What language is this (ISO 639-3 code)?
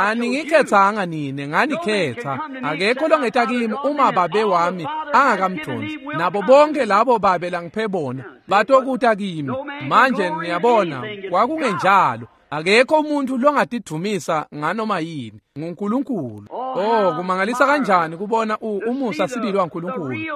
ssw